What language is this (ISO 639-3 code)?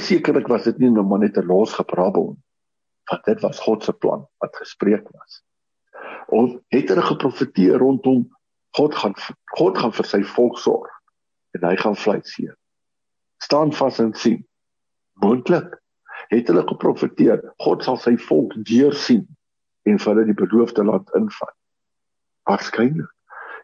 afr